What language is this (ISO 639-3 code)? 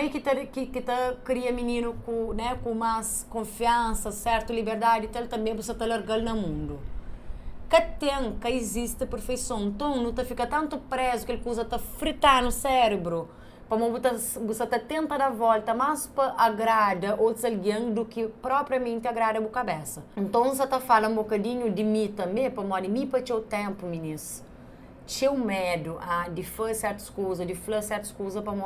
kea